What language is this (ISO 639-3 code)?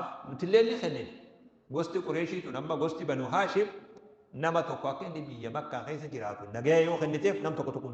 orm